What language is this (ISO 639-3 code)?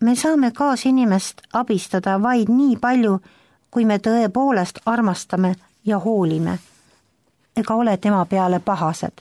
est